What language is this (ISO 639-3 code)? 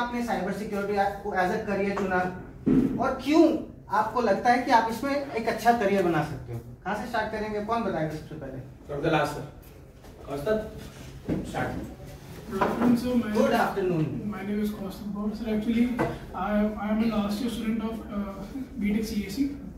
hin